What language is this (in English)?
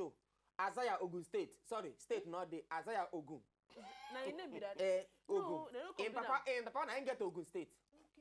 Nigerian Pidgin